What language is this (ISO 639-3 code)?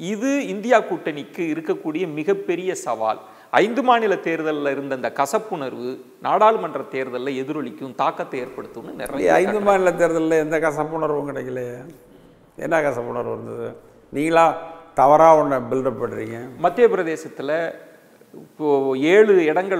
tam